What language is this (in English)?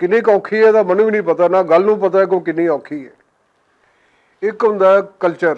Western Panjabi